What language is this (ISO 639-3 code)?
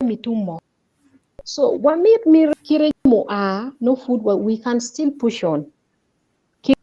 ach